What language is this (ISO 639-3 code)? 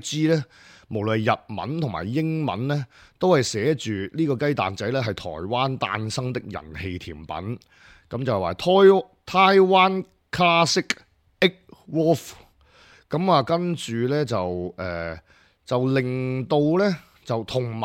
yue